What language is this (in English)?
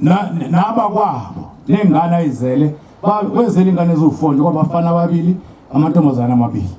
Zulu